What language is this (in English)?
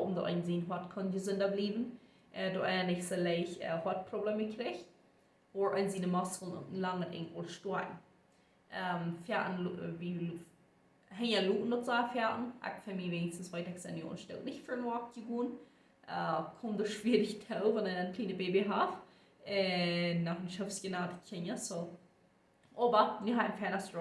Plautdietsch